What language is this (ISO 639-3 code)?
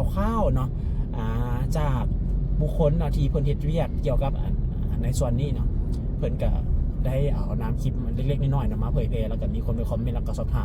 lao